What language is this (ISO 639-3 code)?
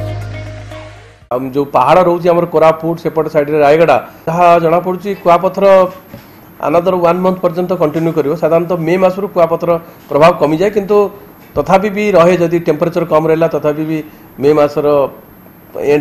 ori